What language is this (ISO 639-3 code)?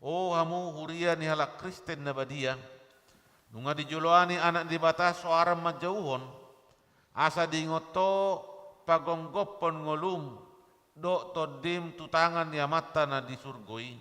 bbc